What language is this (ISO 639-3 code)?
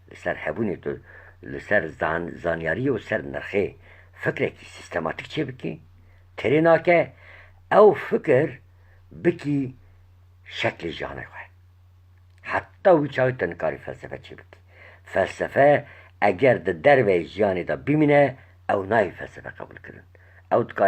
kur